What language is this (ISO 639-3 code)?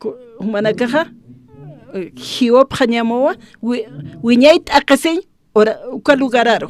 aym